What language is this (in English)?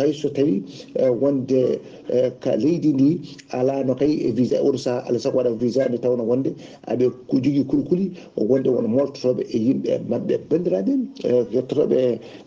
Fula